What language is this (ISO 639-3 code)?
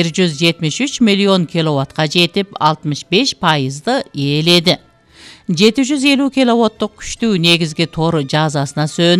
kir